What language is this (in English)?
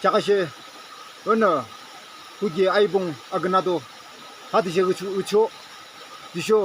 Yimchungru Naga